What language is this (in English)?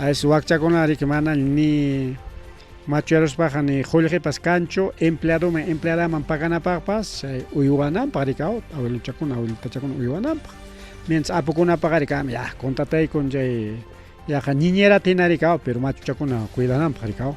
Ayacucho Quechua